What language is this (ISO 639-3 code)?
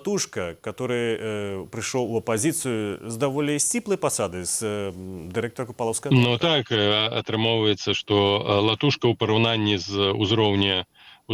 bel